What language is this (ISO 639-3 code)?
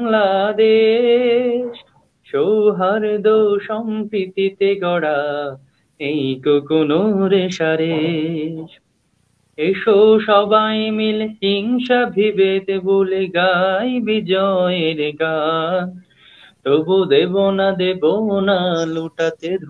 ben